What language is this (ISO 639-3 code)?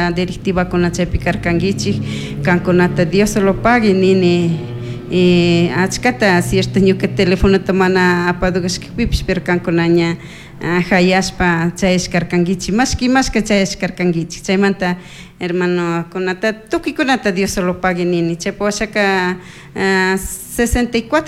qug